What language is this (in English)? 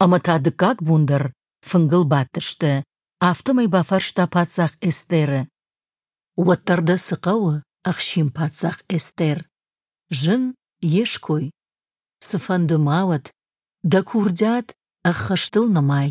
Ossetic